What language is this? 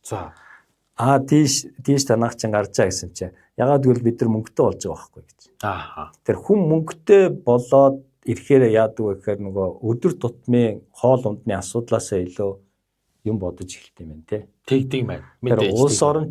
Mongolian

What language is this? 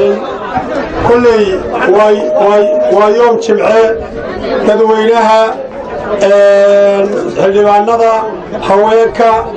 Somali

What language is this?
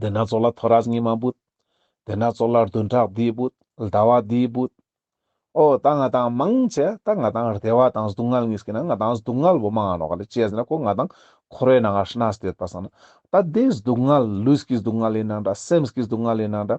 Ladakhi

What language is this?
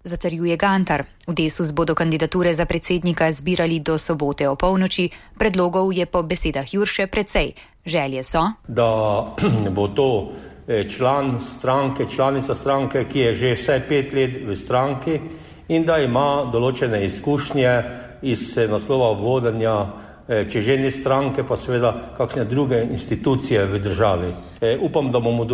Slovenian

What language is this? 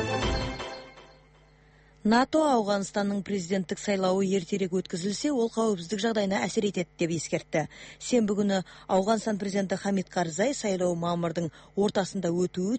Kazakh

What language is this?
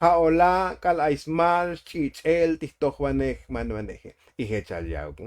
Tzotzil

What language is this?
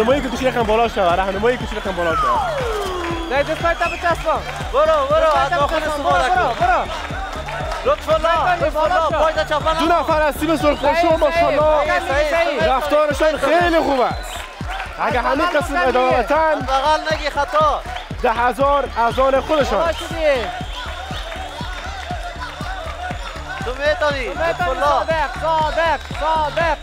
Persian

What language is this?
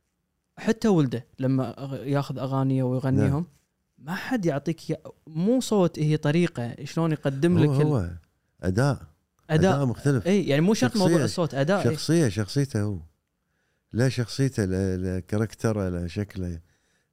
Gulf Arabic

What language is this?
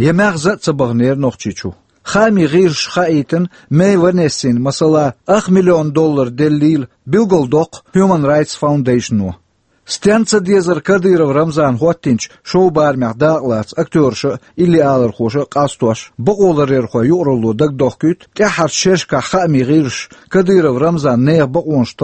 Chechen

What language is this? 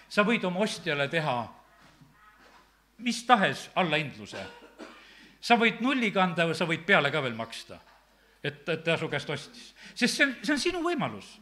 Estonian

